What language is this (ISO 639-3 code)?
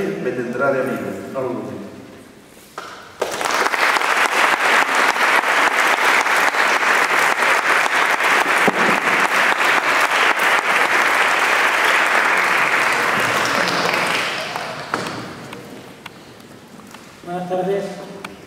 spa